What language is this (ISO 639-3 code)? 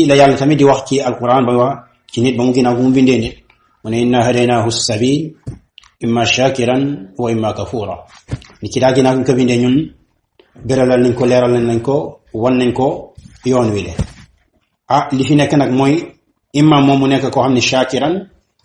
wol